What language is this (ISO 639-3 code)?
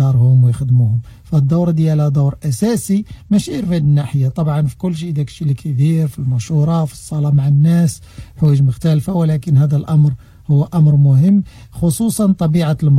ary